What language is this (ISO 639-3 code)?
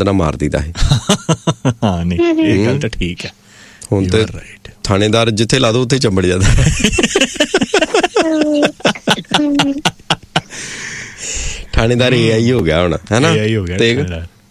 pan